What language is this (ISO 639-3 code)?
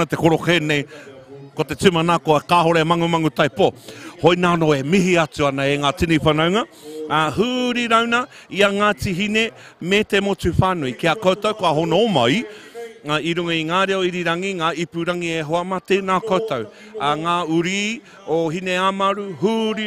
mri